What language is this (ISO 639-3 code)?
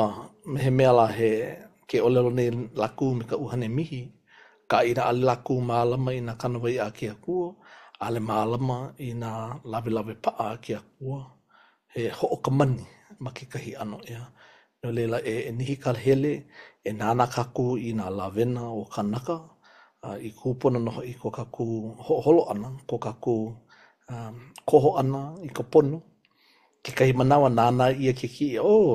haw